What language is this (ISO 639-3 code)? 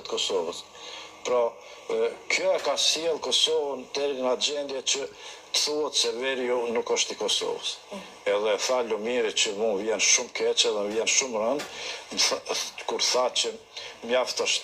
sqi